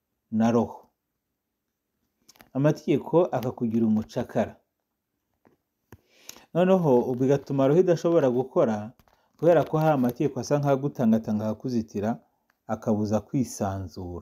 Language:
Kinyarwanda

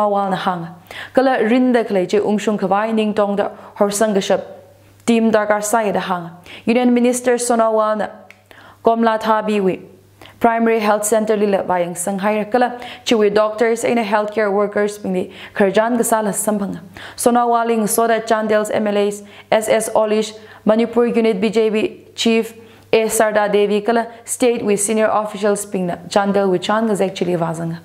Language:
Tangkhul Naga (India)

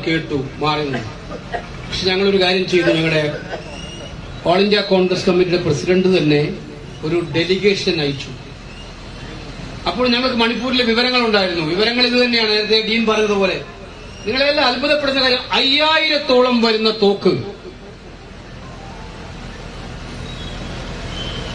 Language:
Malayalam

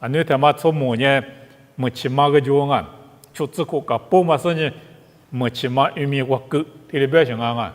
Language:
Lisu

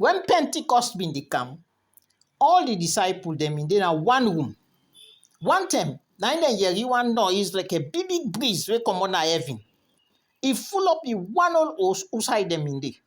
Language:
Krio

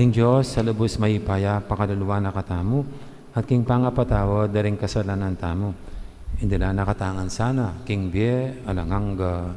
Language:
Pampanga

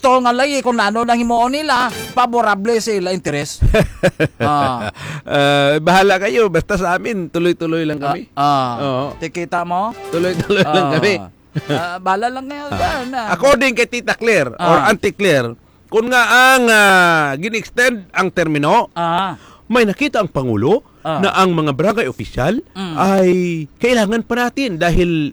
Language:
Hiligaynon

